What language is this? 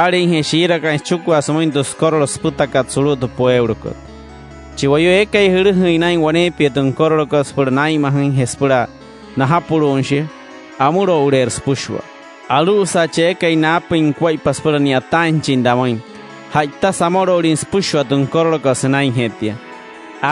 Wayuu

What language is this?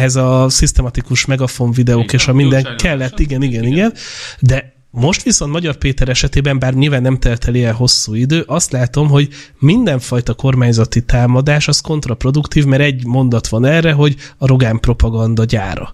Hungarian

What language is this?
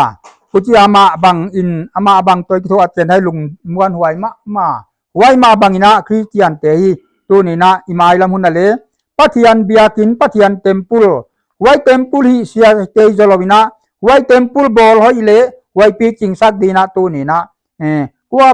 Paite Chin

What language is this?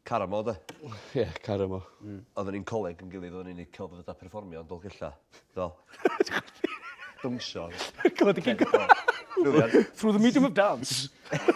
Welsh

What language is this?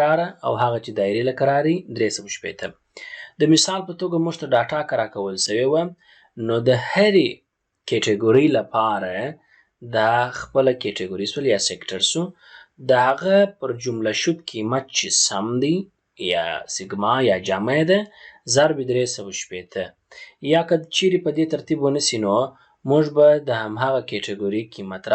Pashto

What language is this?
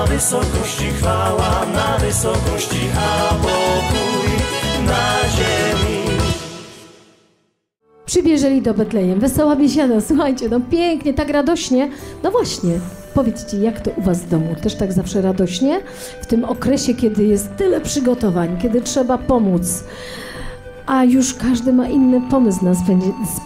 Polish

